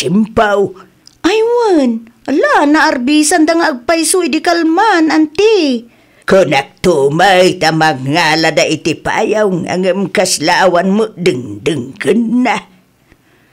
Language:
Iloko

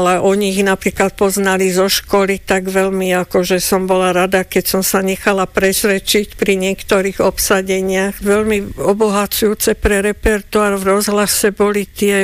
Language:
Slovak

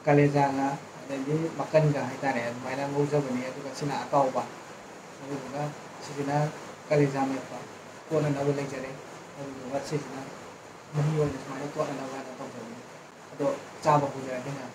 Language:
Manipuri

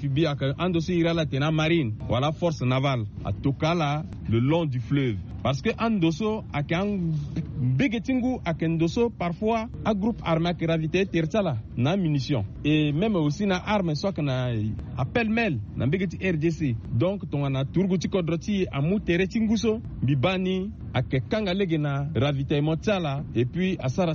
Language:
Sango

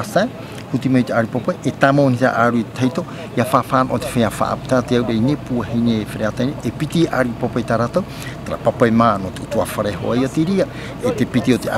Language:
Tahitian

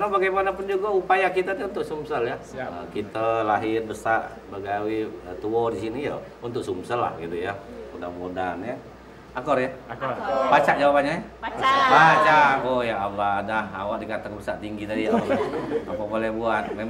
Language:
Musi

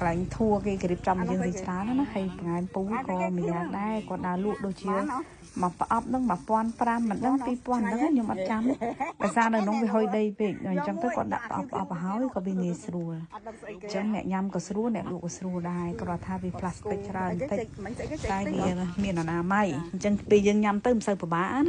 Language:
Khmer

